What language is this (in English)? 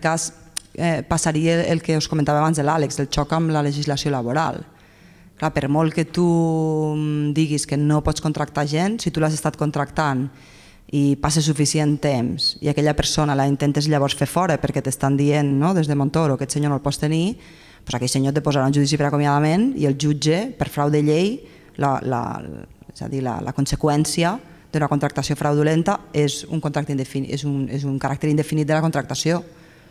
Catalan